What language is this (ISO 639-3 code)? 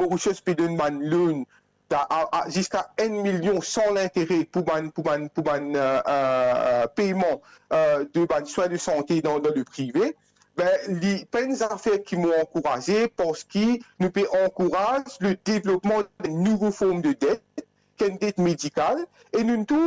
mfe